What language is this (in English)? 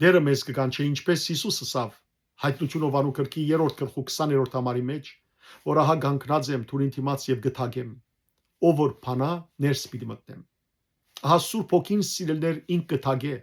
Western Armenian